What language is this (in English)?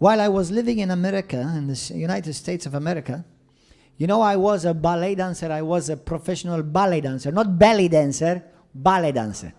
English